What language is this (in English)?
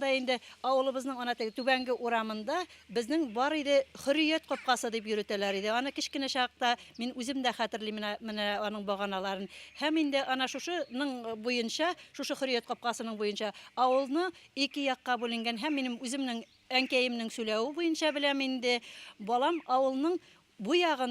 Bashkir